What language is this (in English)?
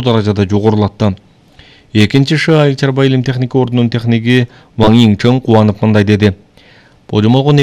Kyrgyz